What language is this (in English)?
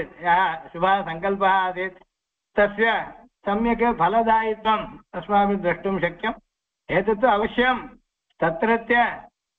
Sanskrit